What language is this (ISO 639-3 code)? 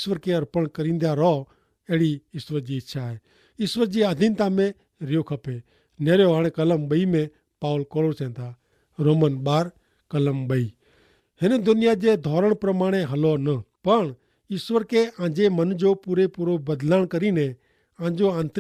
kfr